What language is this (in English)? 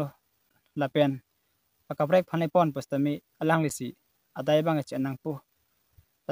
Karbi